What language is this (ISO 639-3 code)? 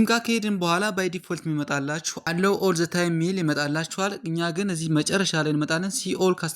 amh